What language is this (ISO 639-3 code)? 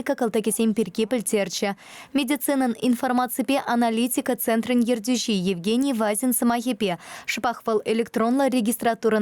chv